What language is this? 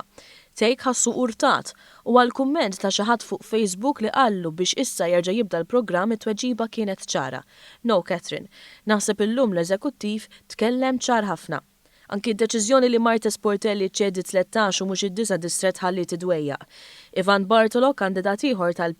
Maltese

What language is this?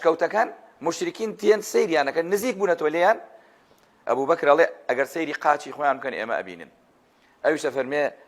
Central Kurdish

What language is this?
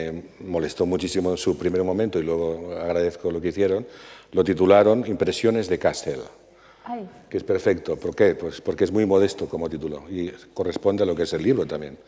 Spanish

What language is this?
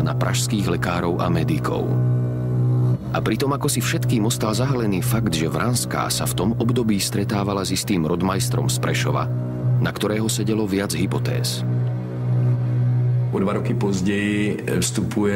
Slovak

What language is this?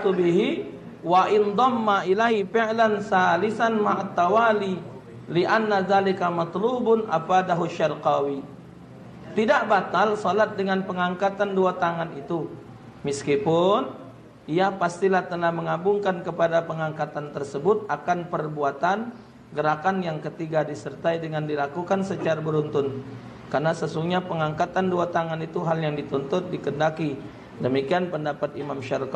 Musi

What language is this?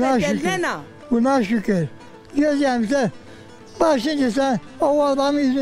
Zaza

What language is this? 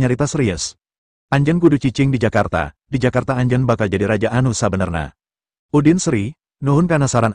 Sundanese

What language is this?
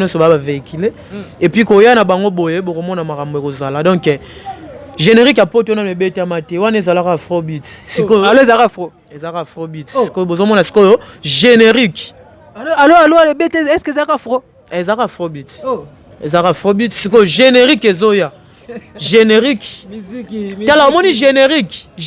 Lingala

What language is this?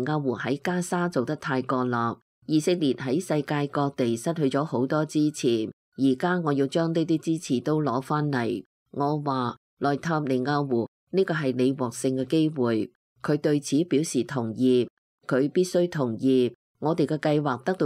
Cantonese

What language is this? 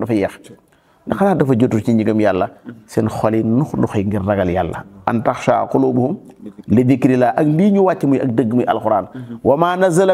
Wolof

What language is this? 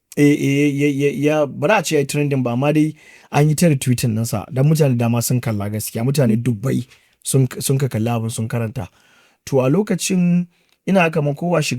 Hausa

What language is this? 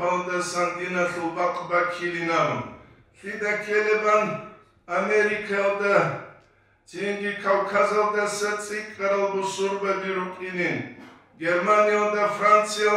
Avaric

